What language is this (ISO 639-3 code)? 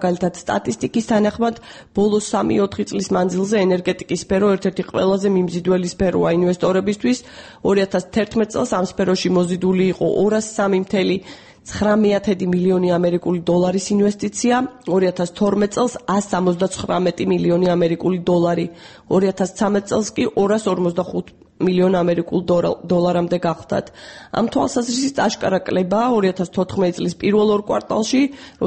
kat